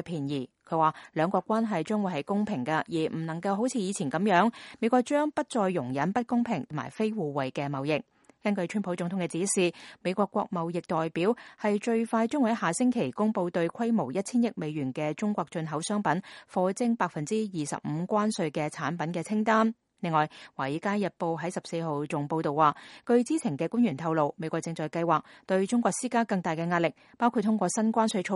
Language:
Cantonese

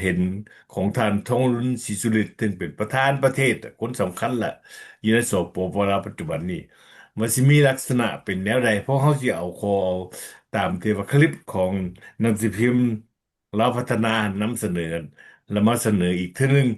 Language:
Lao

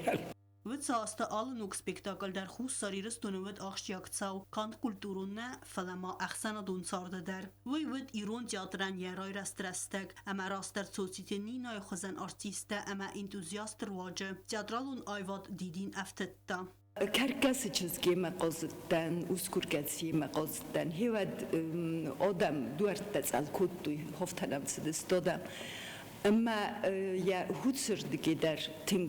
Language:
Ossetic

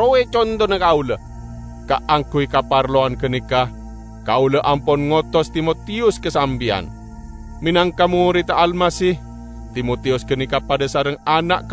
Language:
Madurese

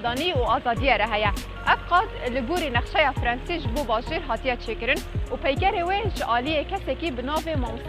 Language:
Kurdish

